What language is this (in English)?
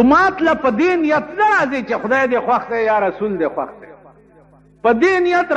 Pashto